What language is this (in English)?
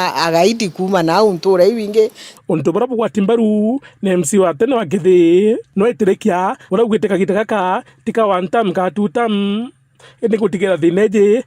Meru